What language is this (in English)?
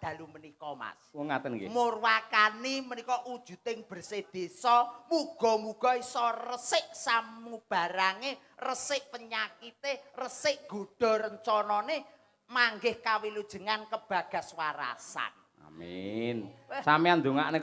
Javanese